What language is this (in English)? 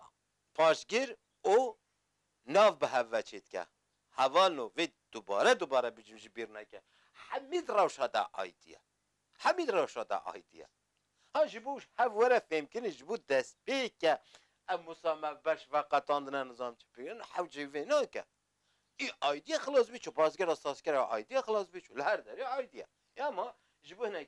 Kurdish